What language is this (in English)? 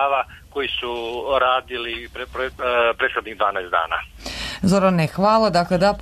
Serbian